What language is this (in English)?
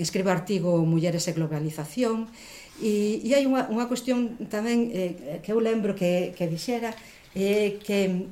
Galician